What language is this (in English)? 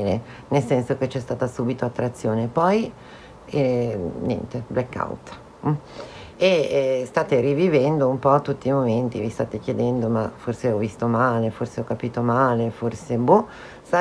Italian